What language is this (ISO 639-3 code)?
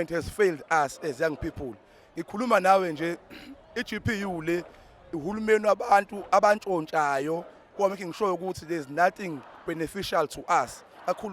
zul